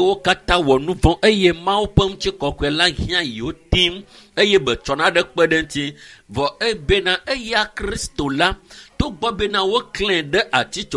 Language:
Ewe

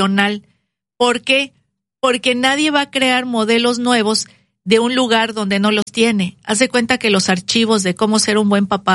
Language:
Spanish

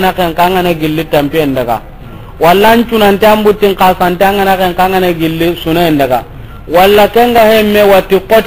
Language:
Soninke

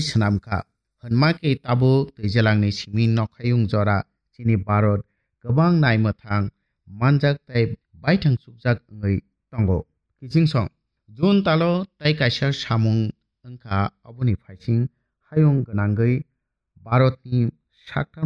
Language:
Kok Borok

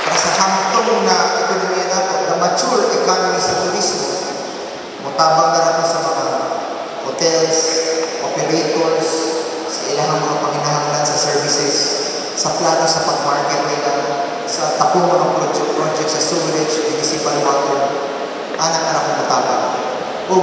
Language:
Cebuano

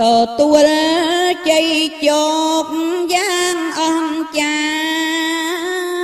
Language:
Khmer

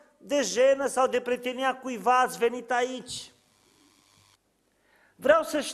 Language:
Romanian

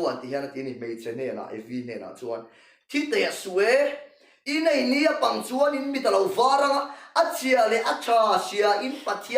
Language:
Mizo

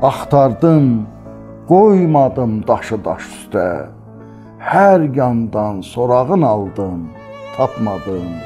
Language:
South Azerbaijani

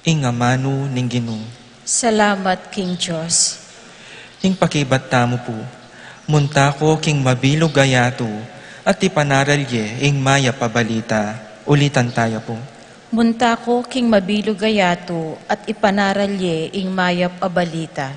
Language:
Pampanga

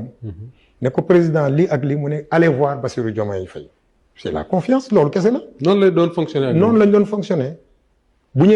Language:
Wolof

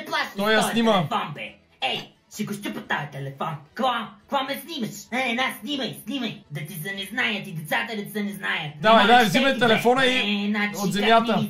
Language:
Bulgarian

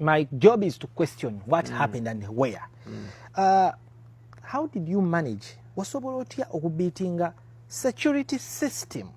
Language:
Ganda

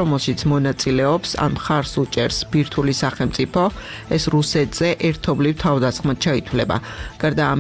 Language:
Georgian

